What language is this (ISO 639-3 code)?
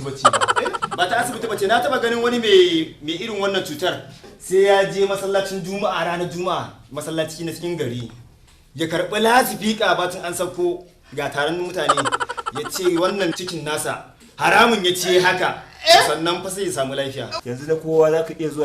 hau